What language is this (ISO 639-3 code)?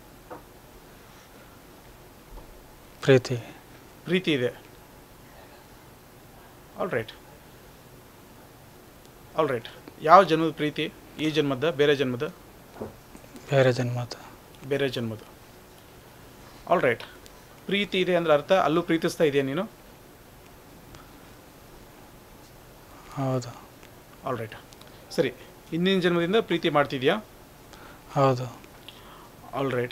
kan